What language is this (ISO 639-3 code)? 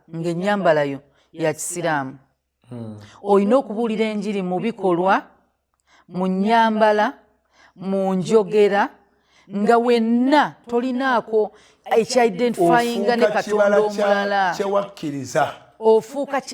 lug